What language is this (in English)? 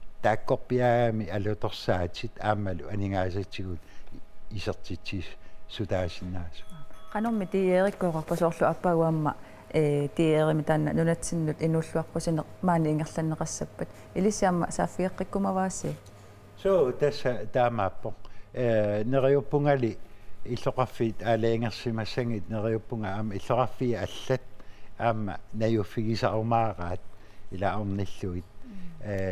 Kalaallisut